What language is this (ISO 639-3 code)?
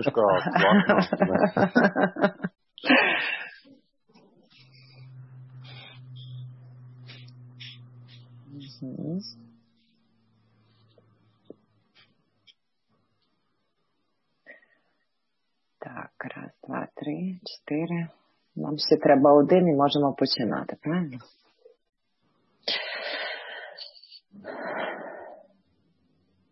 ukr